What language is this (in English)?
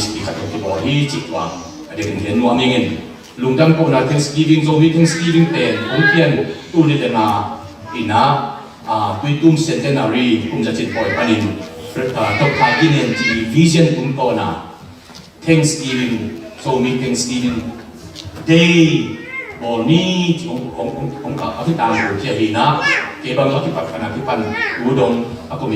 Tedim Chin